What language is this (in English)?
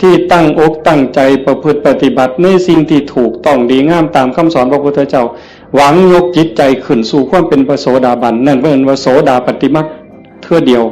Northeastern Thai